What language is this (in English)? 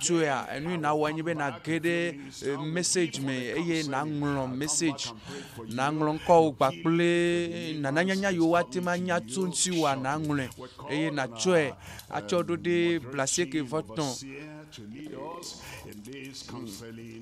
Ewe